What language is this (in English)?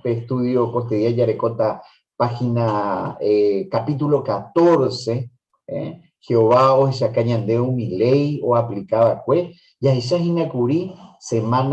Guarani